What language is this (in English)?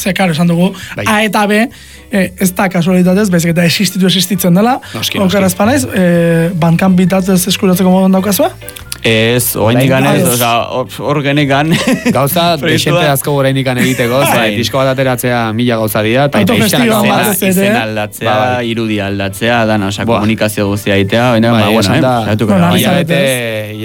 Basque